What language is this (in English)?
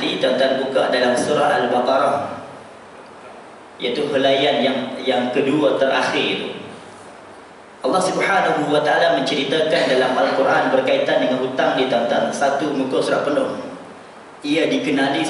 Malay